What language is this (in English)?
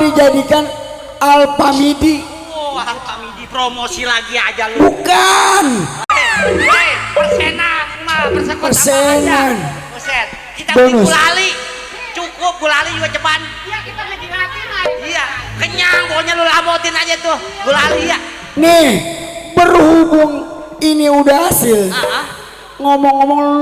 Betawi